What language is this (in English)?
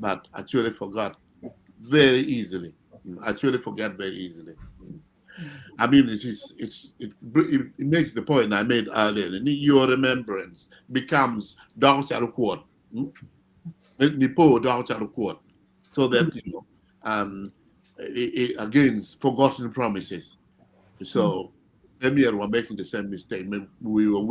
Acoli